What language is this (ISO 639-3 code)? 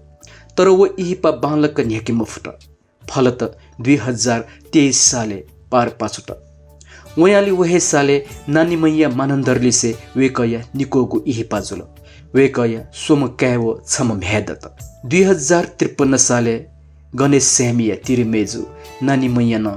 new